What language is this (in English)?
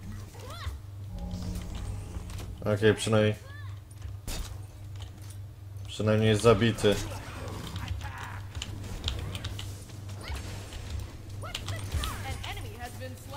Polish